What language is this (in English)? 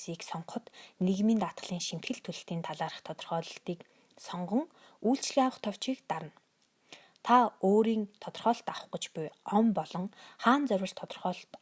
Mongolian